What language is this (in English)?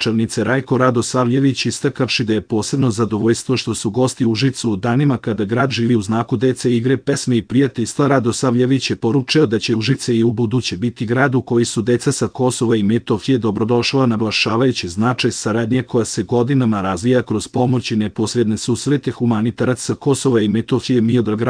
Serbian